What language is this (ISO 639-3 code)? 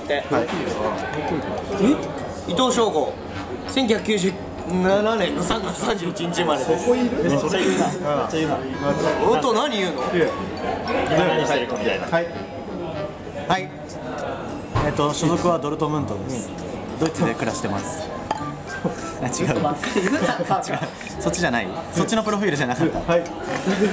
jpn